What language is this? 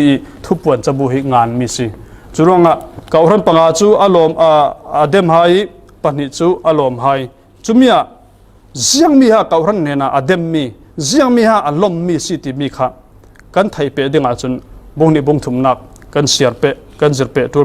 Falam Chin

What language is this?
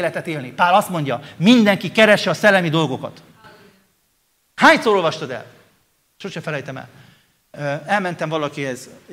Hungarian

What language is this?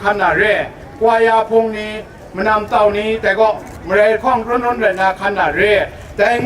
Kachin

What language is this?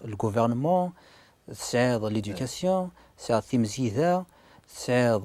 Kabyle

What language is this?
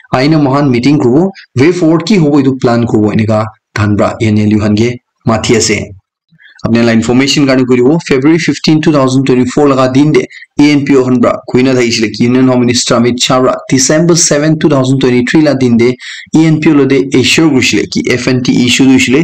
Naga Pidgin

